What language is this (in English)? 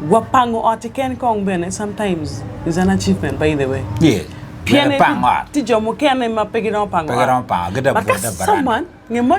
Acoli